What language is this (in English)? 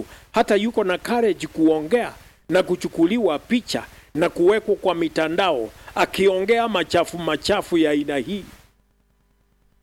Swahili